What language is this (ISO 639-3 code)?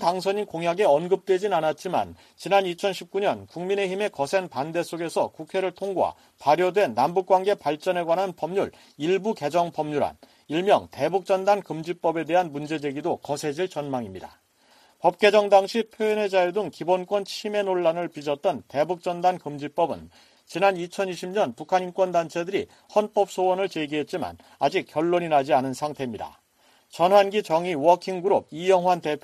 kor